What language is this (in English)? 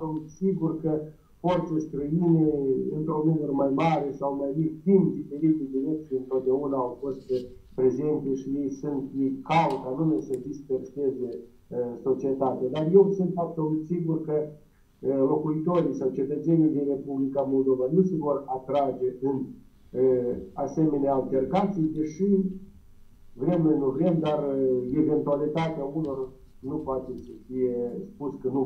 Romanian